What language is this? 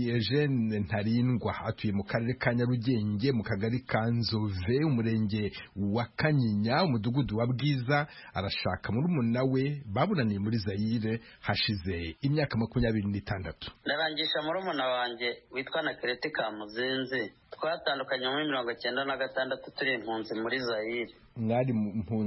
Kinyarwanda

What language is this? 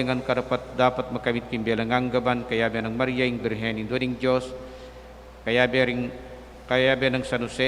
Pampanga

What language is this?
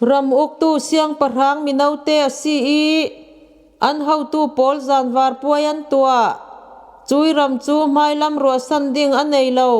Falam Chin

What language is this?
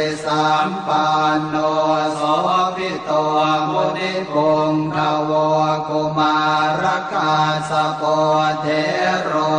Pali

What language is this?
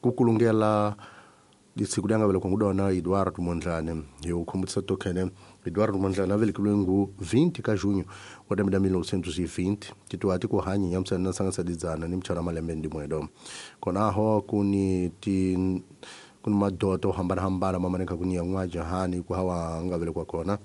Tsonga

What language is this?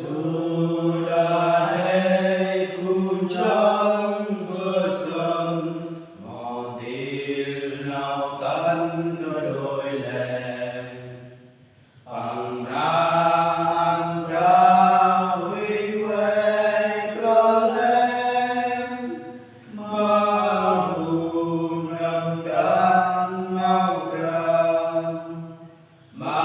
Central Mnong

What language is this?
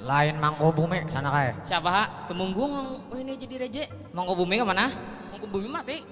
Banjar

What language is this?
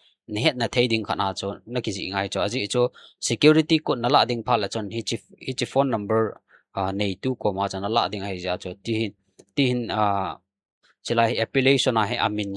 Thado Chin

